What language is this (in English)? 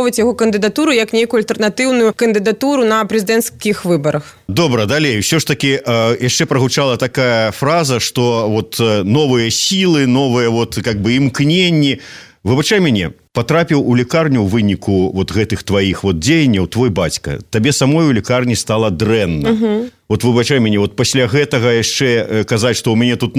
Belarusian